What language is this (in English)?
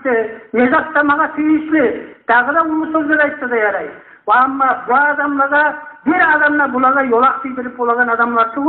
Kumyk